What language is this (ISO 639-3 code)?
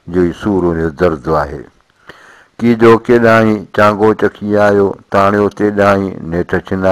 snd